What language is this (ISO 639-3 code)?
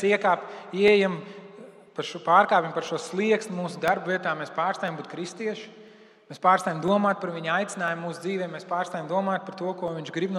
lav